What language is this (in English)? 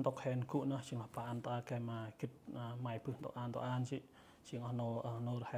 Central Mnong